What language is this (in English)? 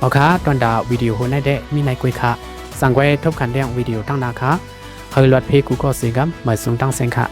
Shan